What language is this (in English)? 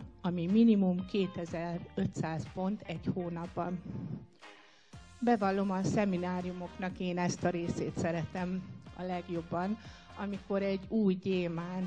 Hungarian